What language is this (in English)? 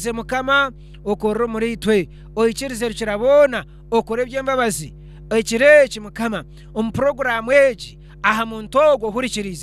Nyankole